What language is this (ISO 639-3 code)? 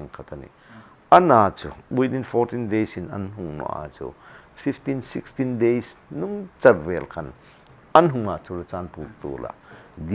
hmr